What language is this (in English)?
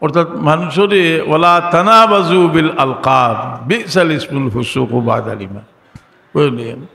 Sylheti